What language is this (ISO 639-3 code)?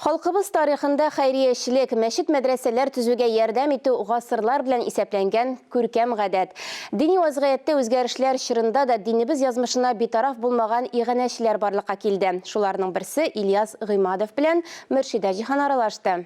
tat